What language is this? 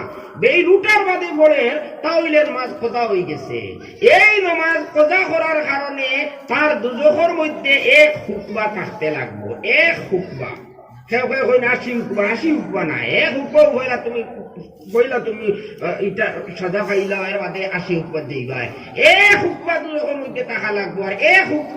Sylheti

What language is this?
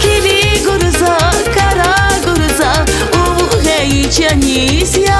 Tabassaran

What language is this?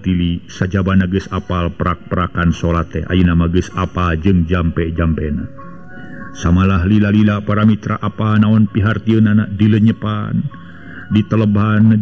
Sundanese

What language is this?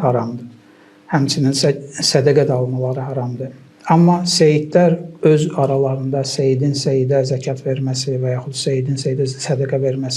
Azerbaijani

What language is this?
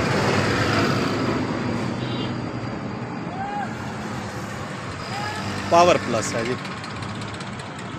Hindi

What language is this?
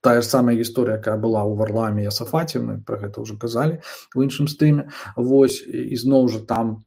Belarusian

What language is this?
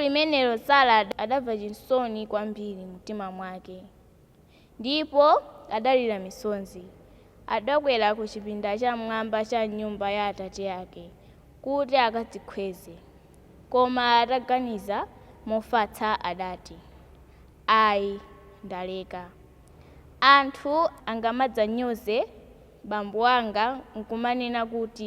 Nyanja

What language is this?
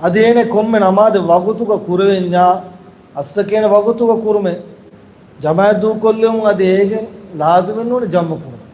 Divehi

